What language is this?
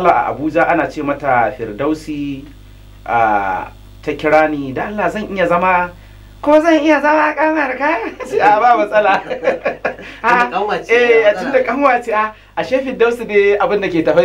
Hausa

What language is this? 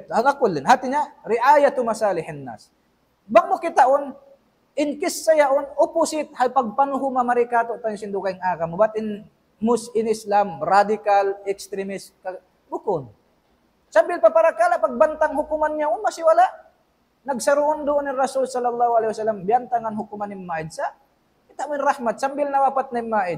Tausug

